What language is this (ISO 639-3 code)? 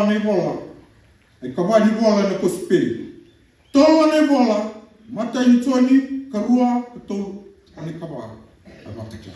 fij